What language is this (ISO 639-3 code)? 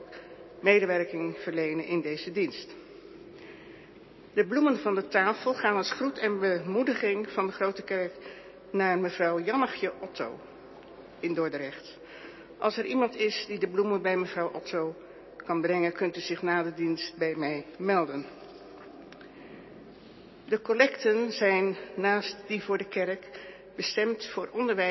nld